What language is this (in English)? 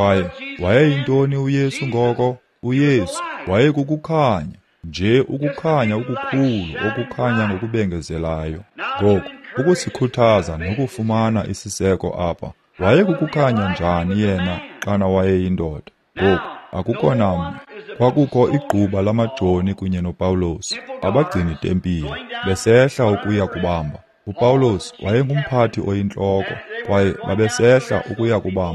Xhosa